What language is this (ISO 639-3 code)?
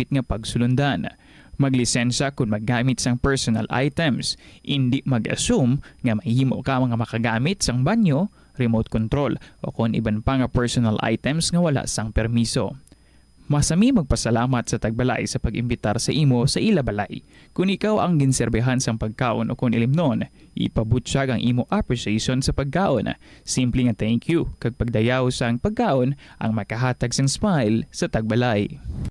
hil